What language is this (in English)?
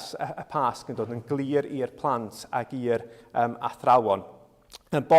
Welsh